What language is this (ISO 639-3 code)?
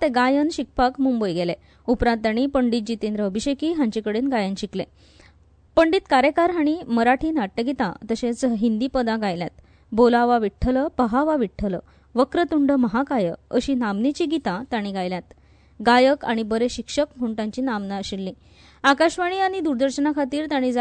kok